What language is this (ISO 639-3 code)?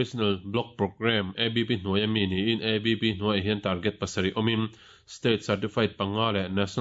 lus